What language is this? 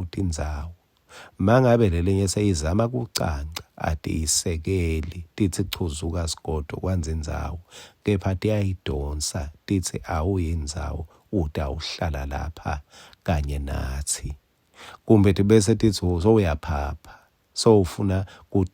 Swati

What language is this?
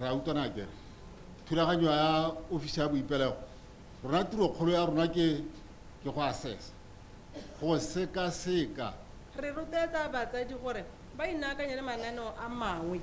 Tswana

